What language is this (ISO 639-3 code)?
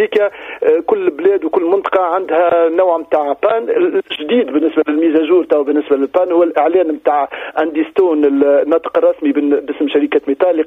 aeb